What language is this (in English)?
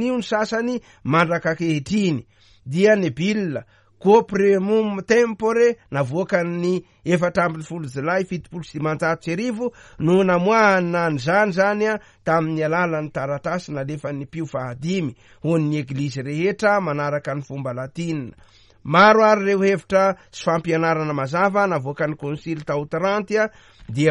Malagasy